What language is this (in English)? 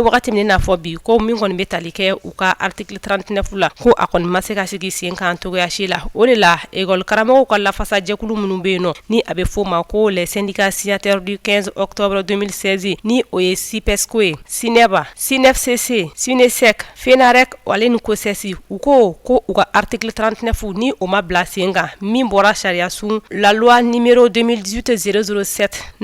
Bambara